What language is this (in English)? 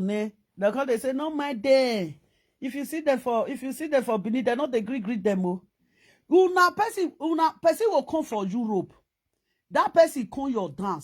Nigerian Pidgin